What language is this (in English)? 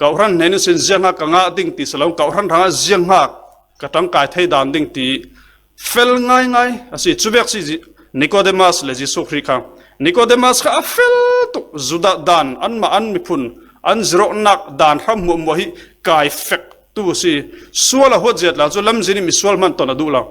Falam Chin